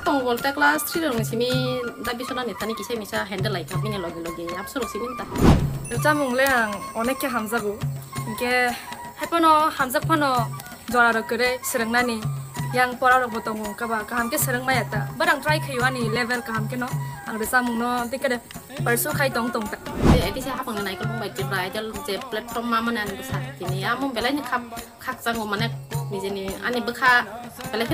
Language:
Kok Borok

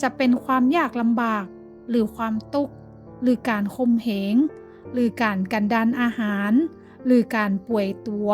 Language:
Northern Thai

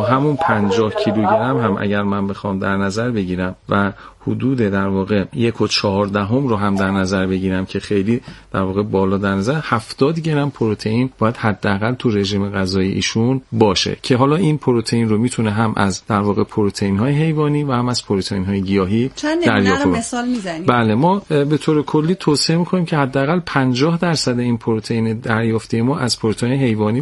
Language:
Persian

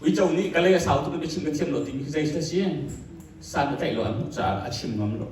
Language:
Hakha Chin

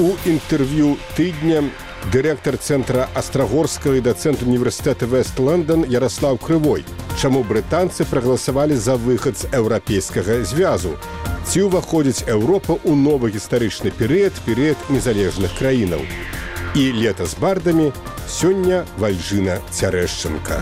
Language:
Belarusian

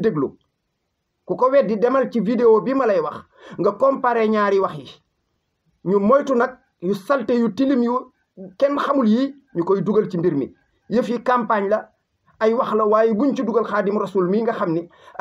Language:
Wolof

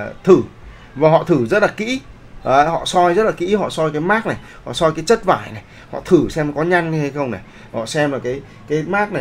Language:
Vietnamese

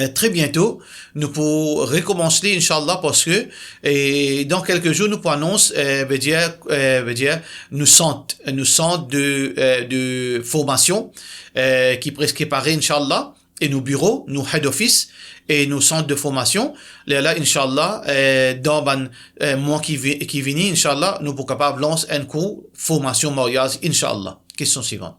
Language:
Morisyen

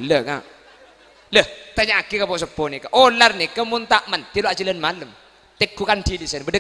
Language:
Madurese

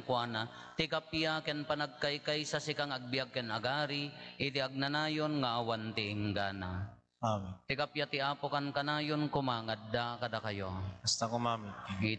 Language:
Iloko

